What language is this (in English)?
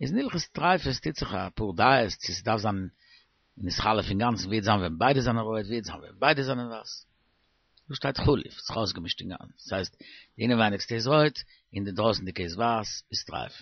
Yiddish